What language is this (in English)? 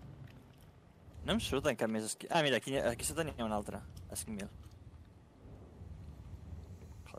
Catalan